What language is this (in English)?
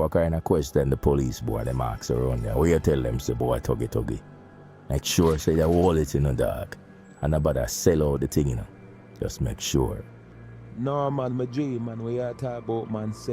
Jamaican Creole English